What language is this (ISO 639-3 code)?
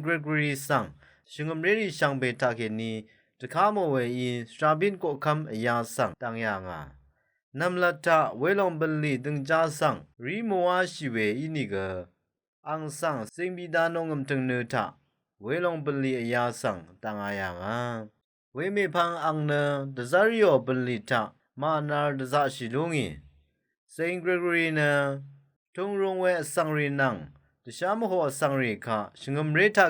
raw